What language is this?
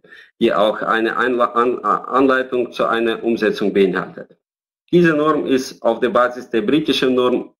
German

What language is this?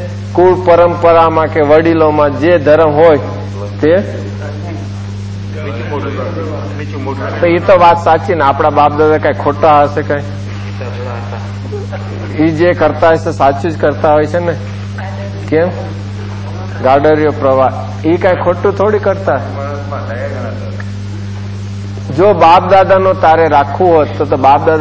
Gujarati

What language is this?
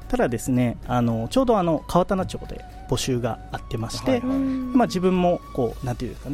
Japanese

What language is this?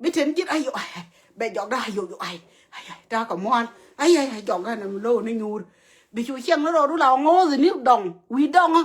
Nuer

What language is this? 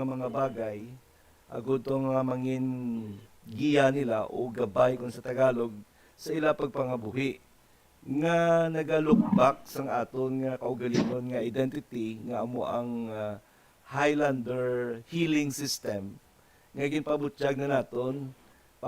Hiligaynon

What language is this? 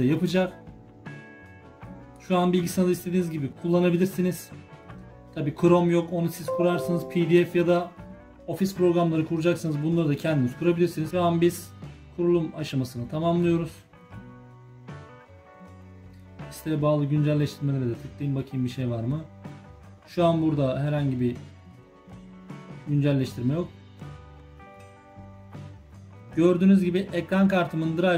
Turkish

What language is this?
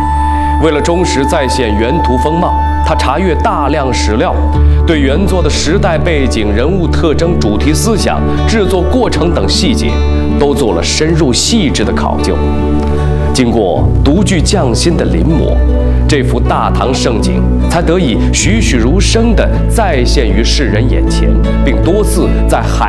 Chinese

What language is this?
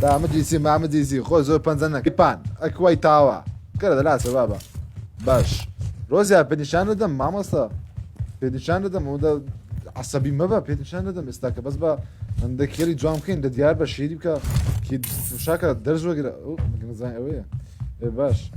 Kurdish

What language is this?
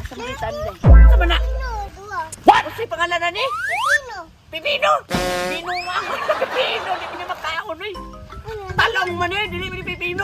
Cebuano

